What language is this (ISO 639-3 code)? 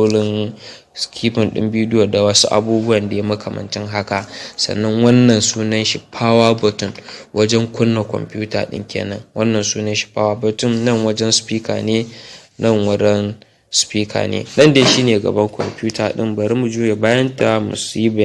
hau